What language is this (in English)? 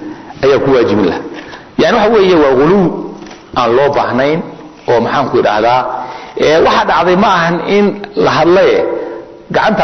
Somali